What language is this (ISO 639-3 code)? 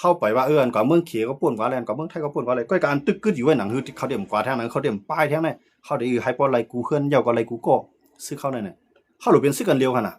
shn